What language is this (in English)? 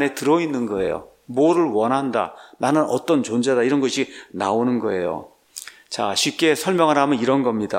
Korean